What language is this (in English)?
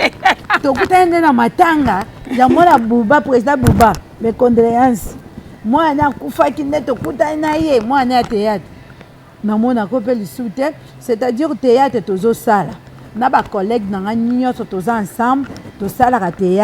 Lingala